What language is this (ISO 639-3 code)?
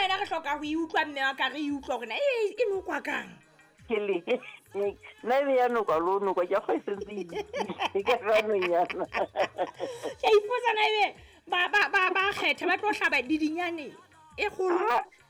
sot